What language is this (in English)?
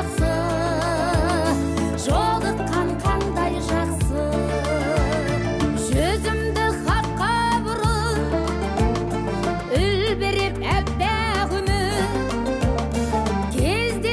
Kazakh